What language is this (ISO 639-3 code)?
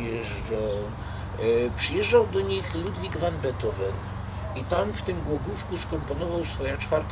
szl